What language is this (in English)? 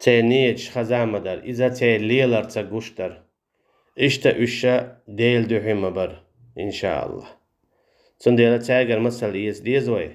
Chechen